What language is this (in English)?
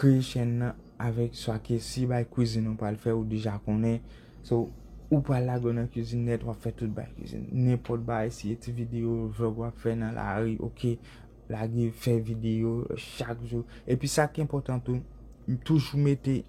Haitian Creole